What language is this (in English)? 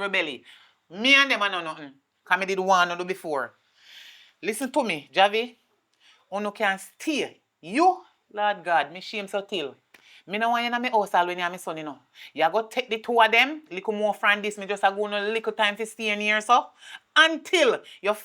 Jamaican Creole English